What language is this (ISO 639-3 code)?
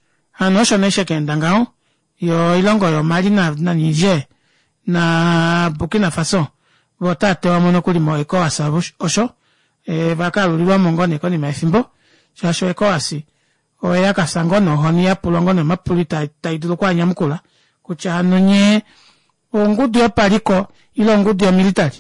kua